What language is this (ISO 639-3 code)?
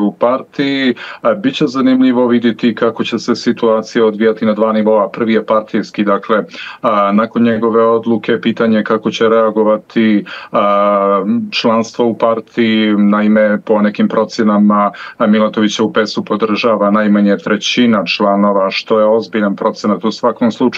bos